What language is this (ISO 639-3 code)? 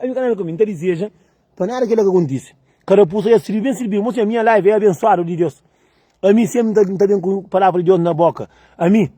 kea